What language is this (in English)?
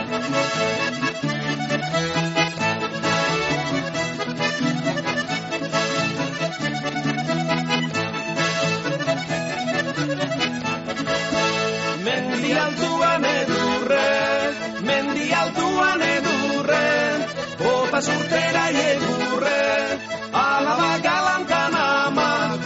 Basque